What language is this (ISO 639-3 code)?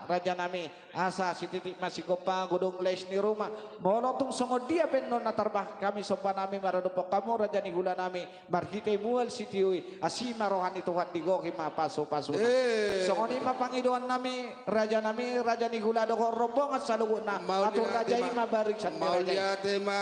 bbc